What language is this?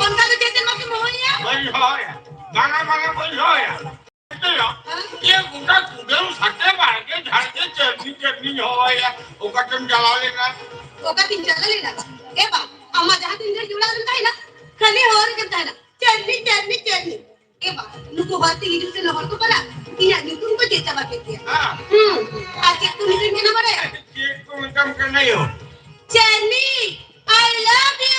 Santali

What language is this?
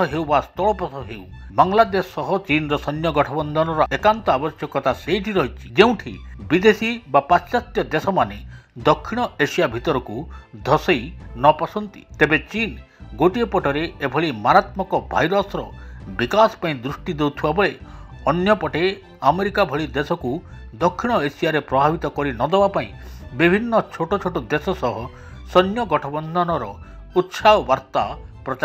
Odia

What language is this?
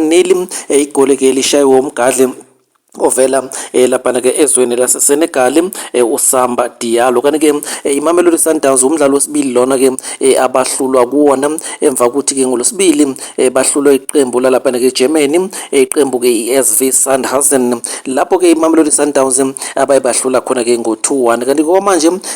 Zulu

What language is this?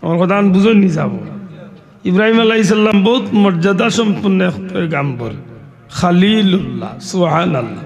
Sylheti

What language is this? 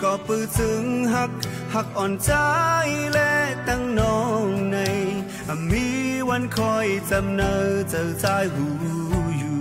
Shan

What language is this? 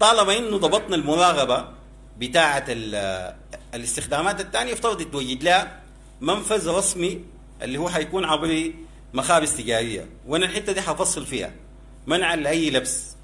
Sudanese Arabic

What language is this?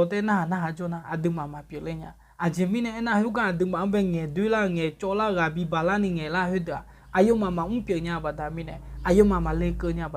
Akha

